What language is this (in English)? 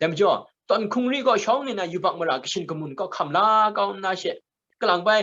Kachin